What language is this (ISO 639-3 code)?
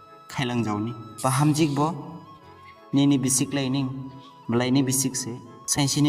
dis